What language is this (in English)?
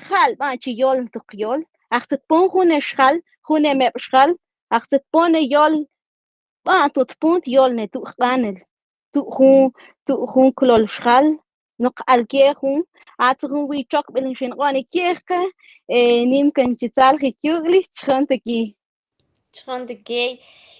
Mam